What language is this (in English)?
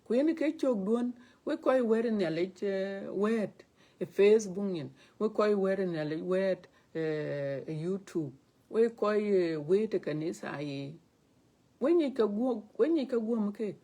Dinka